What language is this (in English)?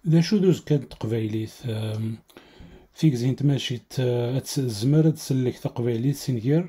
Kabyle